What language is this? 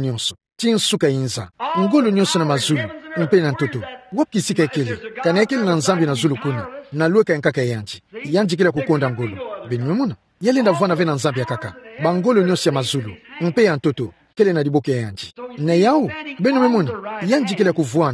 Kituba (Democratic Republic of Congo)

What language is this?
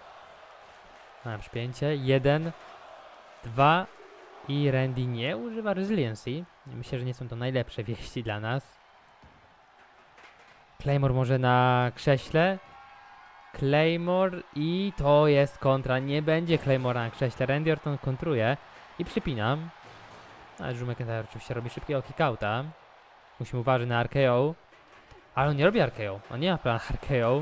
Polish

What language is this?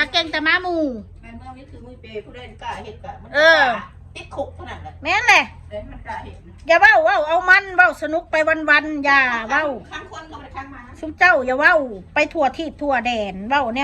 Northeastern Thai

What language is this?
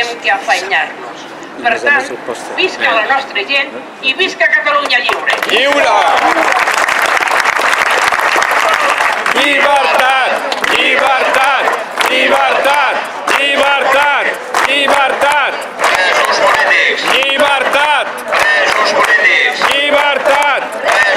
Catalan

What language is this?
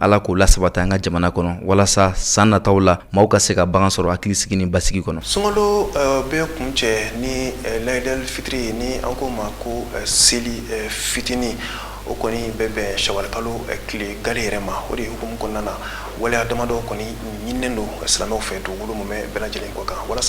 Bambara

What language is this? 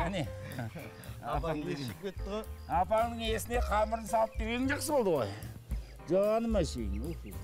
Kazakh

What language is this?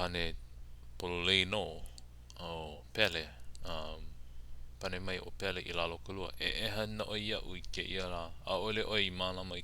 Hawaiian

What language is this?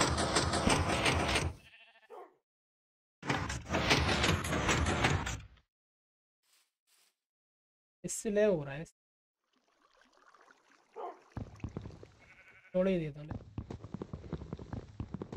Hindi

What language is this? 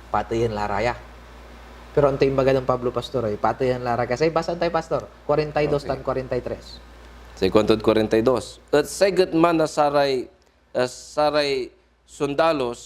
Pangasinan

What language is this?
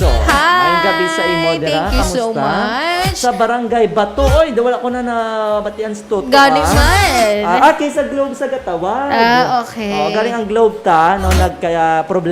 Hiligaynon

